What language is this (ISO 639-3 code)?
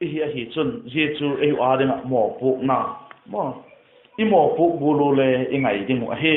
vap